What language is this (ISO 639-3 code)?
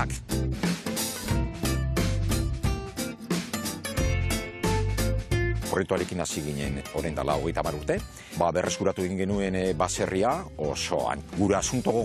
eus